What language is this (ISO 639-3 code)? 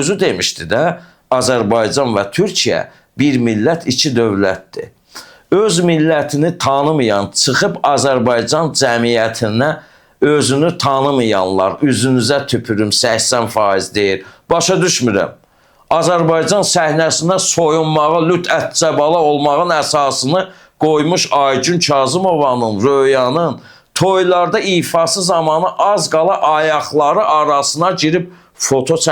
aze